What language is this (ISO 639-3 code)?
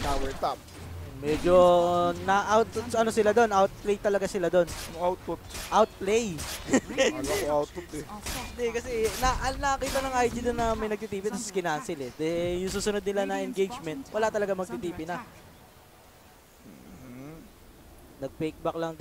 fil